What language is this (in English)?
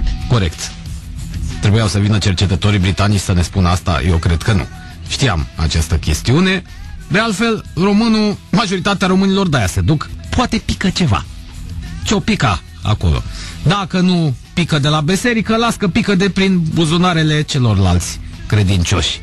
Romanian